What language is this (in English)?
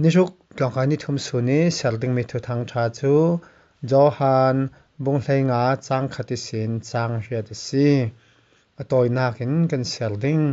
Falam Chin